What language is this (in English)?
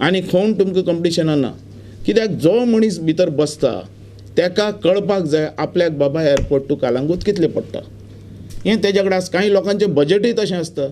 Konkani